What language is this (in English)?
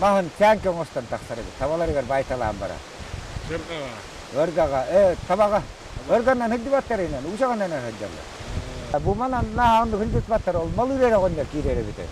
Yakut